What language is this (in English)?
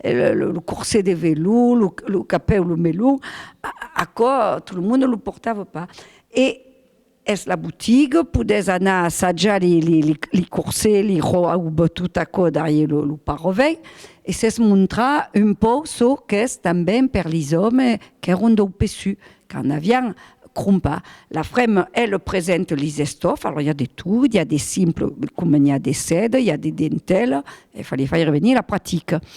Occitan